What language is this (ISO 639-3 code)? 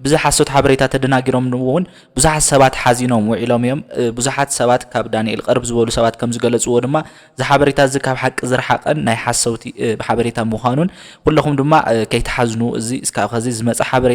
tir